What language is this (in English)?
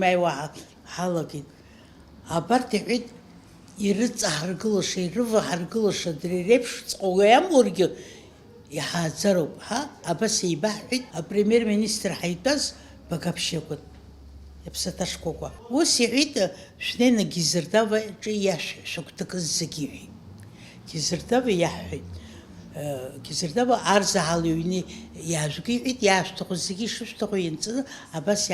Abkhazian